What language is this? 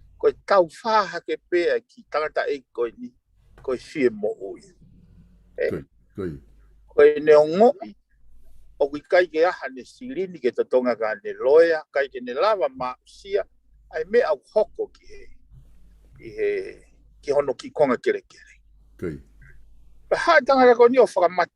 Tongan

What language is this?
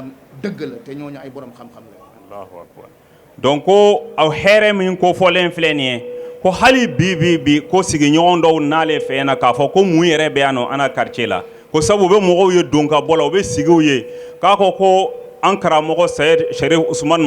Bambara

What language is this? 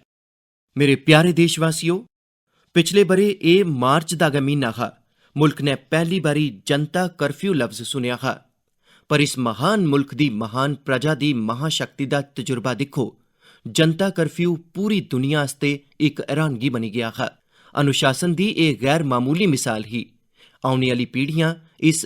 Dogri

